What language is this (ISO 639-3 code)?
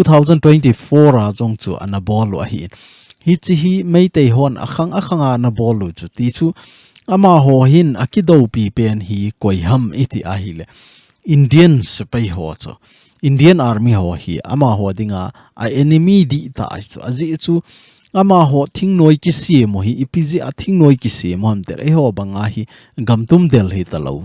tcz